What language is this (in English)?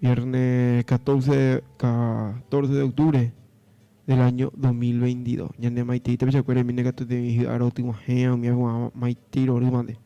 Guarani